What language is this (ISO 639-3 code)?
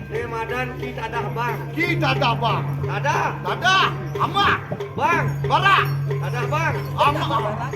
ban